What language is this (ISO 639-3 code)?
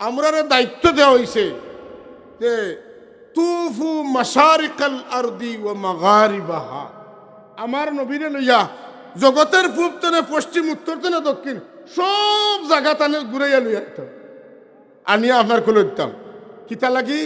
syl